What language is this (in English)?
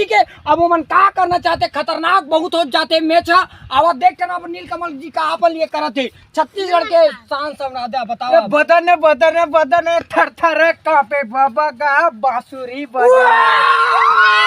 Chhattisgarhi